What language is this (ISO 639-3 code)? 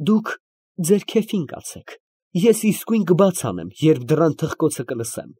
hye